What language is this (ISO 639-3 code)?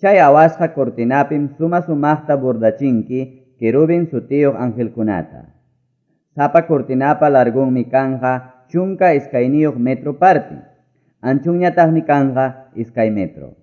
que